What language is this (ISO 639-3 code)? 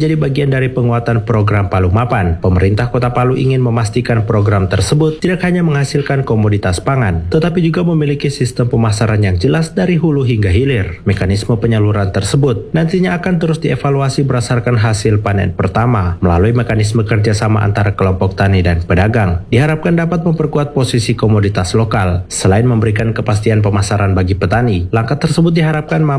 ind